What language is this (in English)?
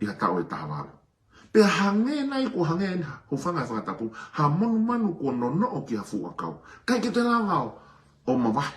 Tongan